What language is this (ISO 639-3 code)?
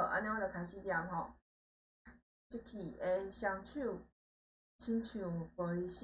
nan